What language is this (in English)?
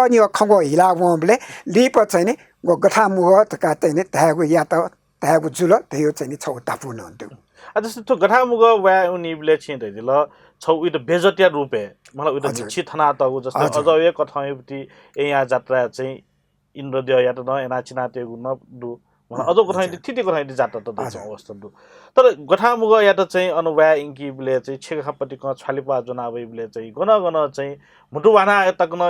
Newari